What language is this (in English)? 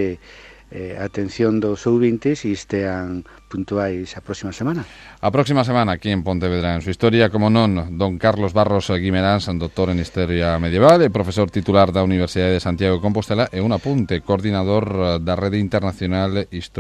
Galician